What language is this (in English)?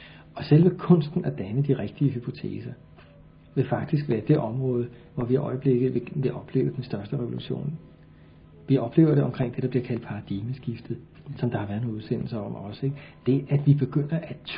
Danish